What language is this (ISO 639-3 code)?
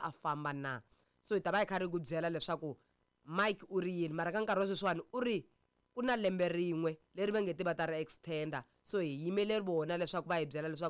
tso